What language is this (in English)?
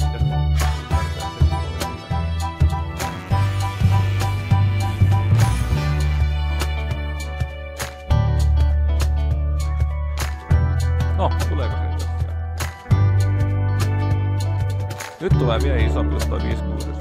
Finnish